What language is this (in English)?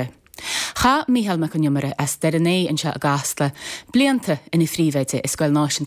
Irish